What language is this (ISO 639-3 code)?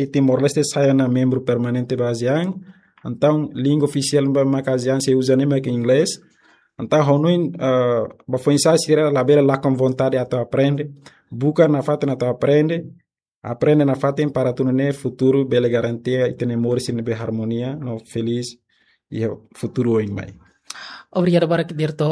tet